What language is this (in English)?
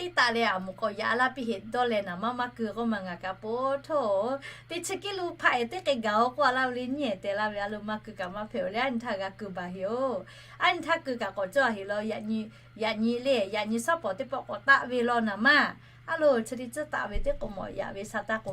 Lahu